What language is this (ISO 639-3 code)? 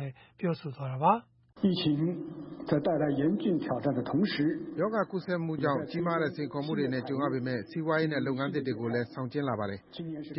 mya